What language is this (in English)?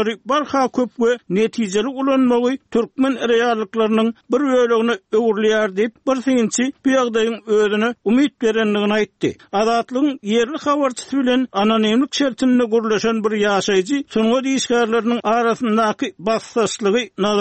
Turkmen